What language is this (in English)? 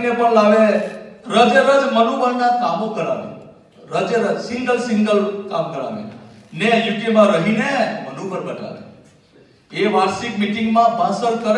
Gujarati